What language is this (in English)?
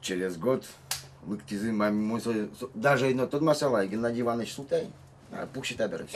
Udmurt